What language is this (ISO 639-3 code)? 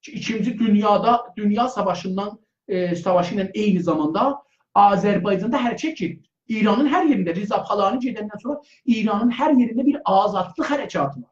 azb